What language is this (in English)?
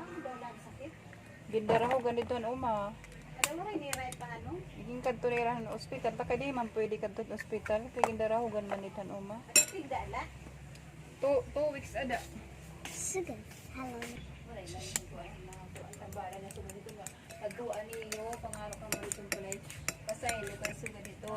Waray